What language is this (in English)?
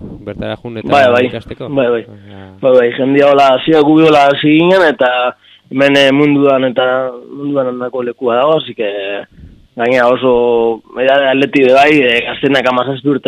Basque